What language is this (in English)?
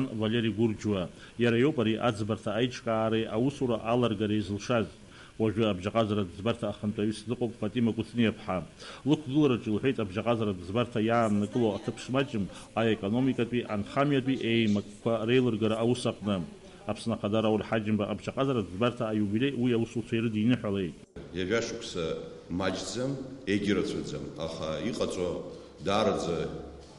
Abkhazian